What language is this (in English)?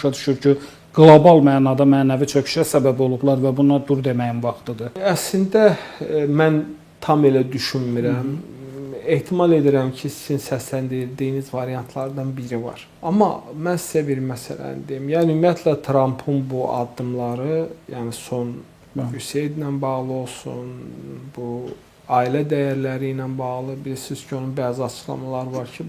Azerbaijani